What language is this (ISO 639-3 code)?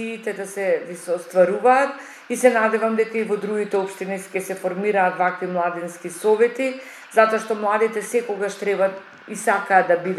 mkd